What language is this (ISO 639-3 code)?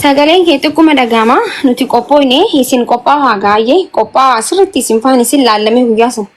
orm